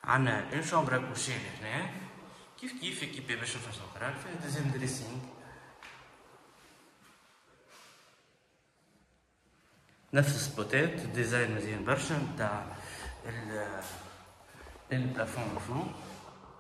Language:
Tunisian Arabic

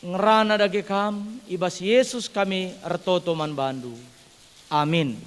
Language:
Batak Karo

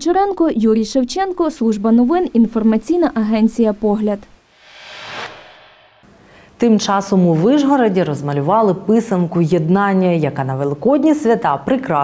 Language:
Ukrainian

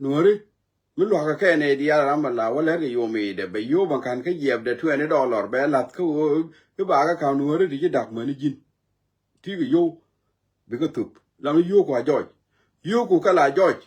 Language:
Nuer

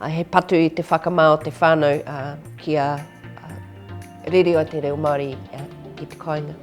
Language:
Māori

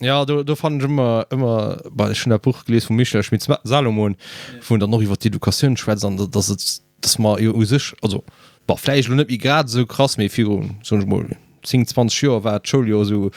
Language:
Luxembourgish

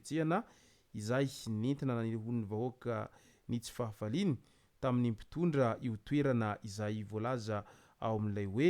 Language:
Malagasy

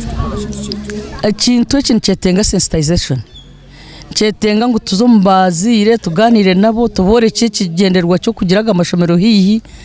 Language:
Nyankole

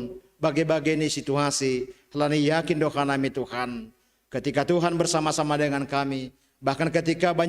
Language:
Batak Simalungun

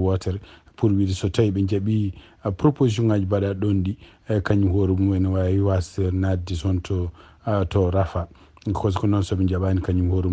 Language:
Fula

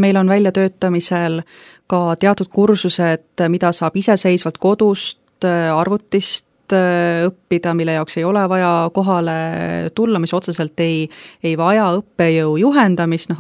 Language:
Estonian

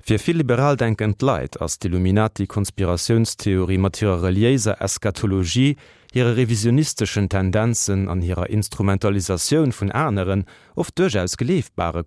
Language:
Luxembourgish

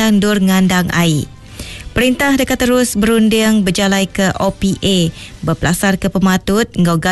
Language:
Iban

